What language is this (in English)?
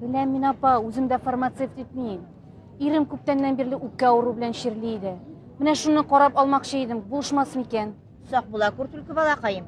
Tatar